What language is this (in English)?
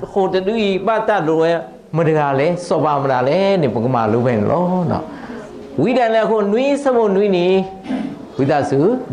S'gaw Karen